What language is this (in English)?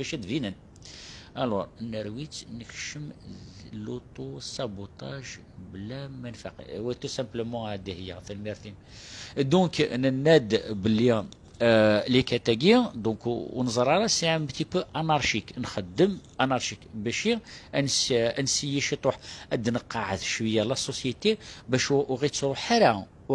Kabyle